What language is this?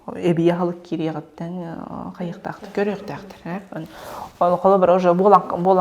Yakut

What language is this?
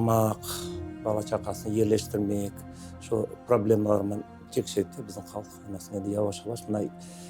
Crimean Tatar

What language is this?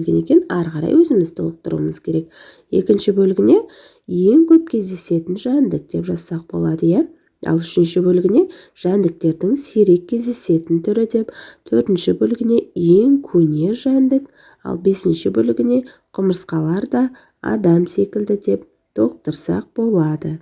Kazakh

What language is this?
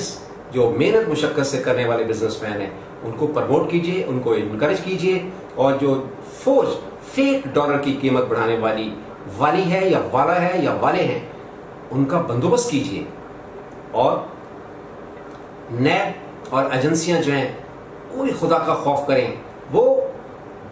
Urdu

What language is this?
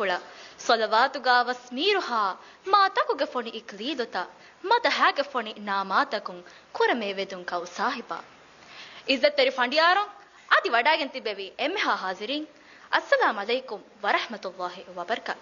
Divehi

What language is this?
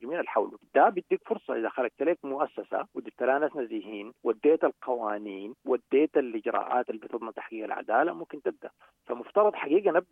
Sudanese Arabic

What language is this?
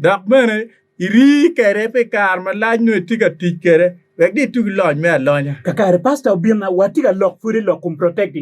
Acoli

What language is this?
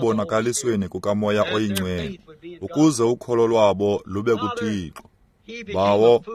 Xhosa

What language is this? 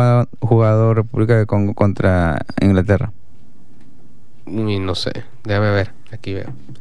Spanish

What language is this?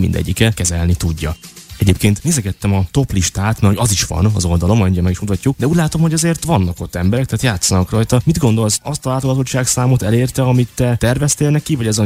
Hungarian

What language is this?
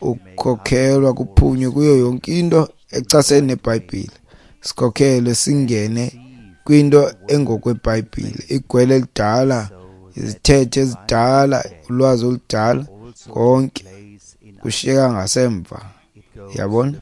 Xhosa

